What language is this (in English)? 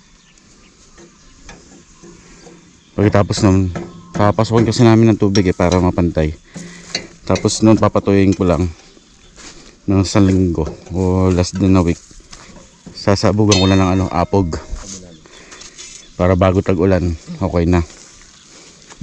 Filipino